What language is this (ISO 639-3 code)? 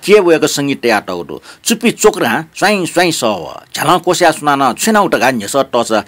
new